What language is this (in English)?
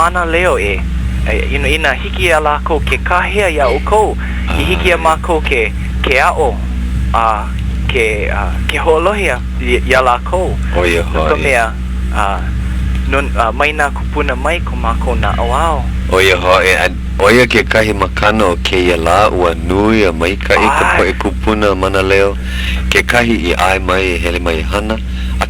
Hawaiian